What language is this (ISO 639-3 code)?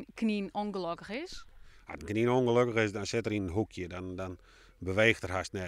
fry